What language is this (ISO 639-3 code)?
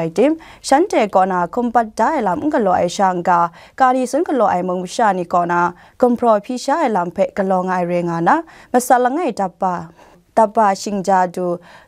kac